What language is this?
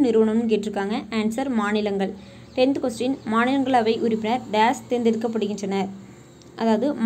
Tamil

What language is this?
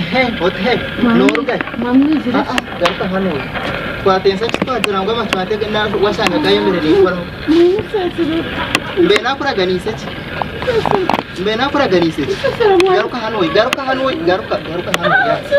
Nyankole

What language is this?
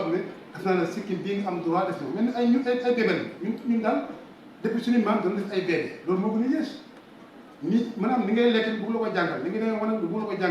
Wolof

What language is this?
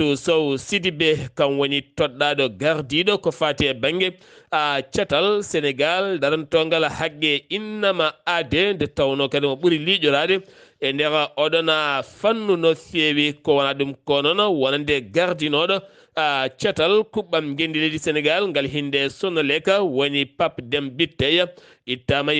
Fula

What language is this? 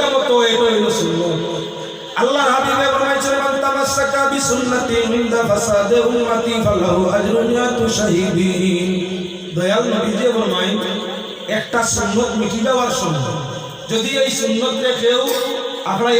Sylheti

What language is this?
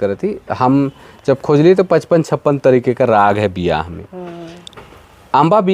Sadri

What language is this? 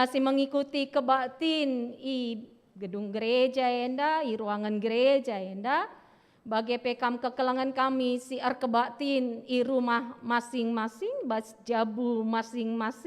Batak Karo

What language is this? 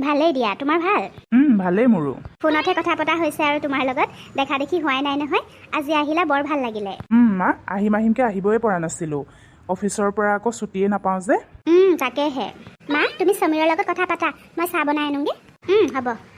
Assamese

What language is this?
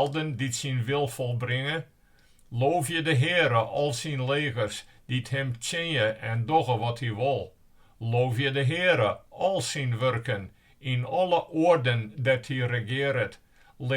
Western Frisian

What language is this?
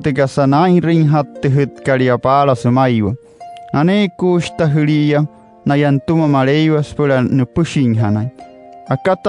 Wayuu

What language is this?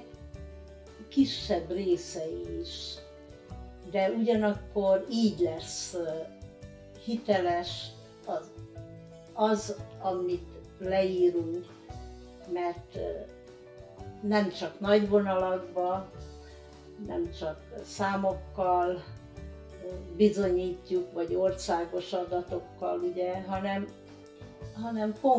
Hungarian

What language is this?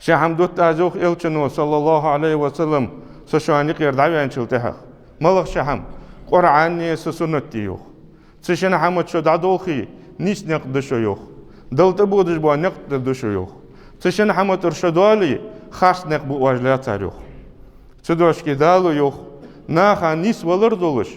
Ingush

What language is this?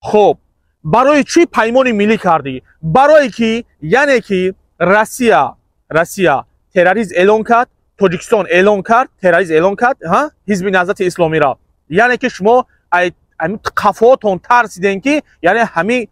Tajik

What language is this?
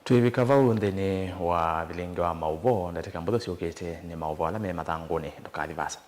Kamba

